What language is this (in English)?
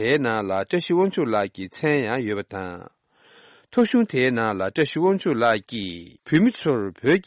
Tibetan